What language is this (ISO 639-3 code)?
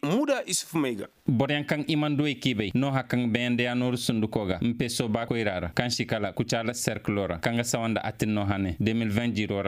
ses